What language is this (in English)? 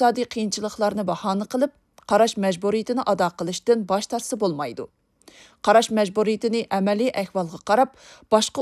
Uyghur